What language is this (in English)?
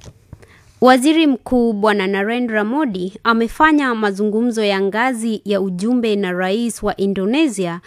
Swahili